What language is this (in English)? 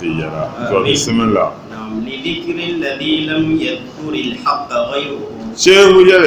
Dagbani